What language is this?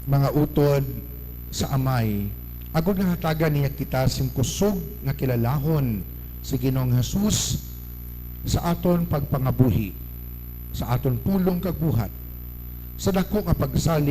Hiligaynon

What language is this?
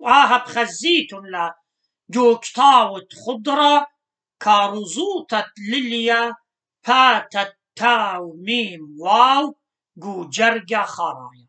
Assyrian Neo-Aramaic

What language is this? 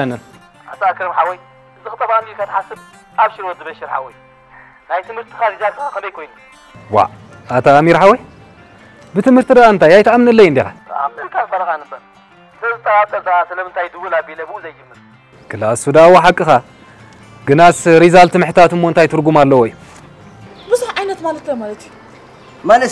Tigrinya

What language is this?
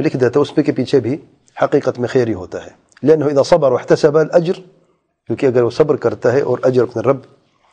Urdu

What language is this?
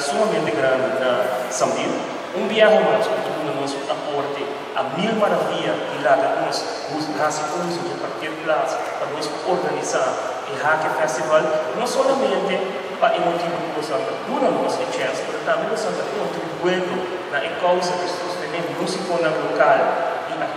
Papiamento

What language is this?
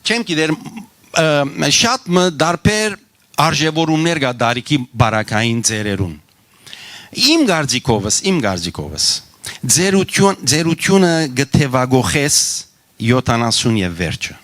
Western Armenian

